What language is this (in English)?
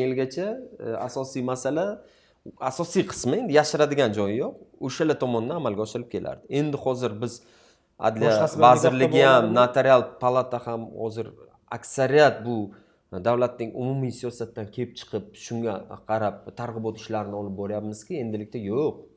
Uzbek